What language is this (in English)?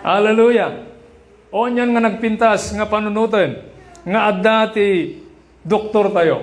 Iloko